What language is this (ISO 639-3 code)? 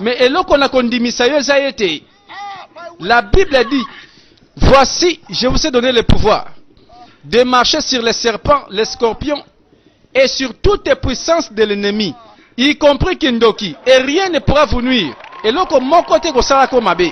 lin